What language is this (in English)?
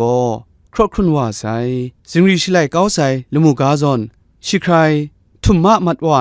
Kachin